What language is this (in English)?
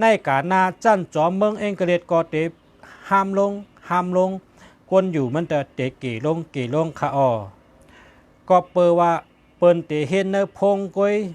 Shan